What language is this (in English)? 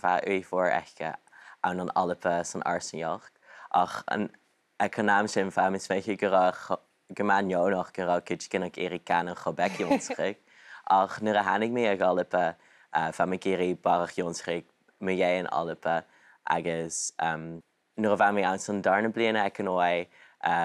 Scottish Gaelic